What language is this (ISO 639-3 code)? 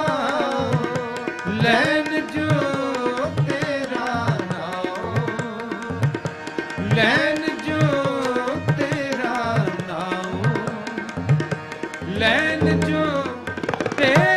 pan